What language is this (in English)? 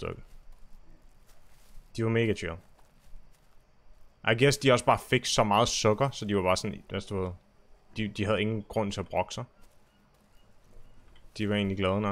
Danish